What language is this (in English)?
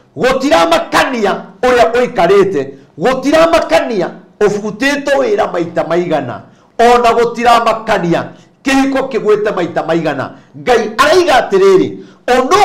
Kikuyu